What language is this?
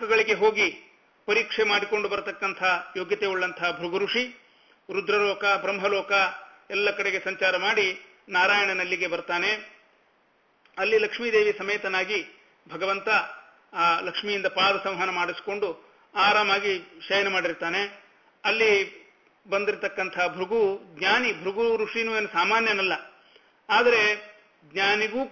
Kannada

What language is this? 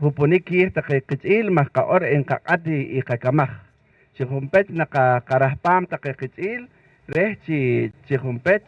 Poqomchi'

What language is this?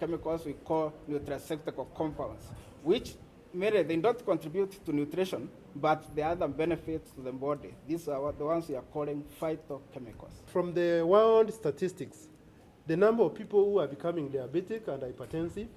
Meru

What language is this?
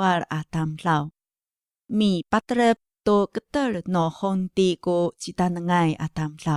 Amis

